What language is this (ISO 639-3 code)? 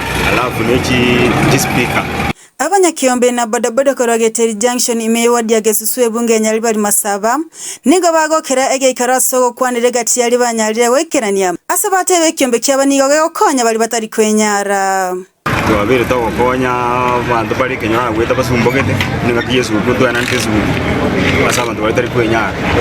guz